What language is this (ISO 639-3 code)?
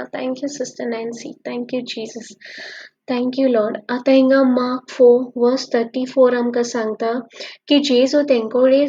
kok